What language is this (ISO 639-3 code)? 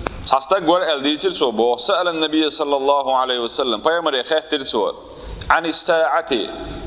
che